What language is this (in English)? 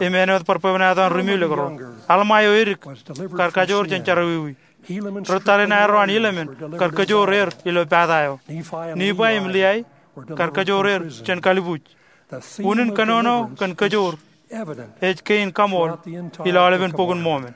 Marshallese